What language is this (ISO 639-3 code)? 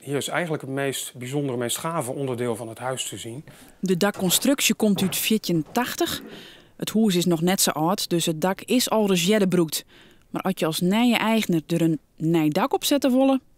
fry